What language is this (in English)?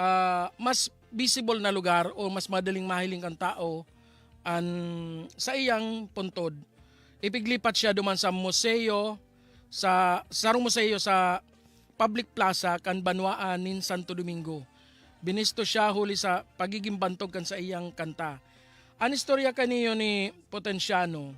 Bikol